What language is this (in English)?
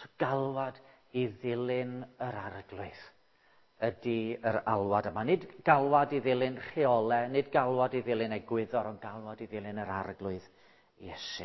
Welsh